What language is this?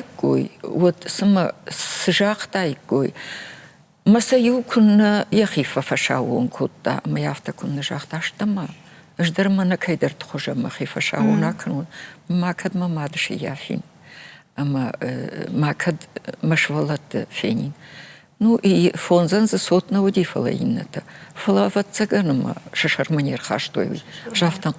Ossetic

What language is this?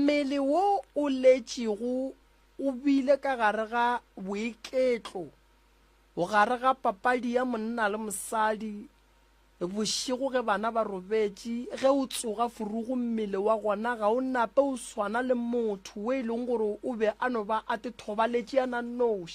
Northern Sotho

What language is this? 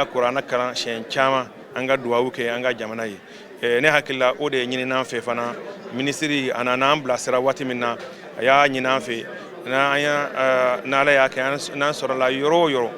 Bambara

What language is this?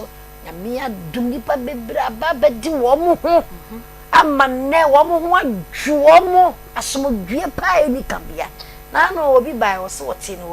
Akan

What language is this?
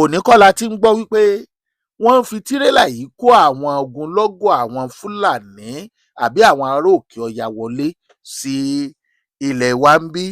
Yoruba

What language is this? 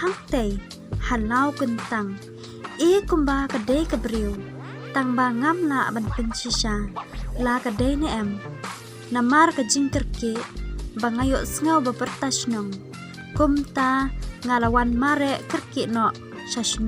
Khasi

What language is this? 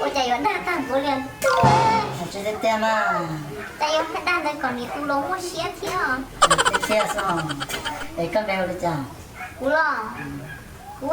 Hmong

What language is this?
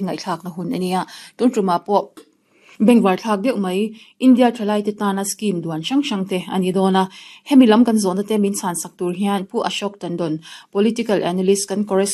Mizo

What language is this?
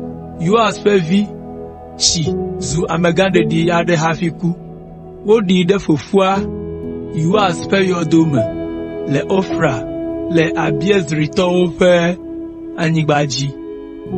Ewe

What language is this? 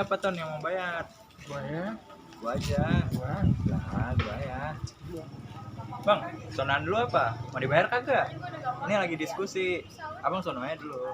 Betawi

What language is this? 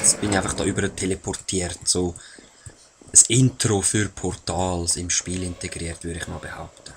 Swiss German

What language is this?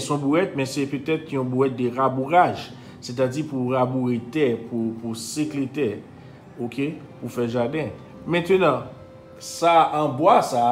Haitian Creole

